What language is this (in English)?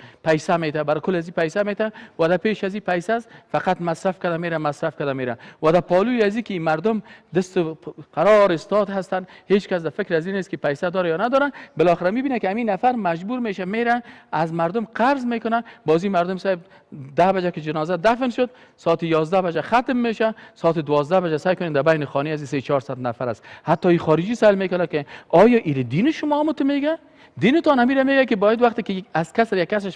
Persian